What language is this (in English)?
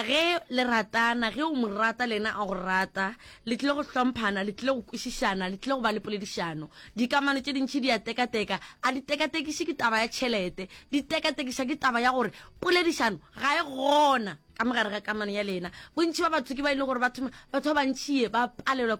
Northern Sotho